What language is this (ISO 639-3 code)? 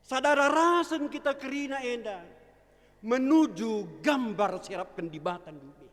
btx